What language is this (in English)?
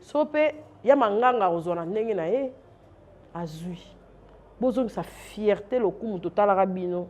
Lingala